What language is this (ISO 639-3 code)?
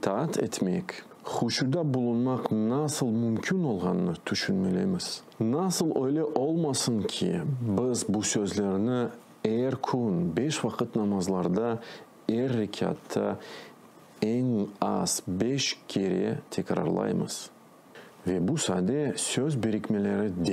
crh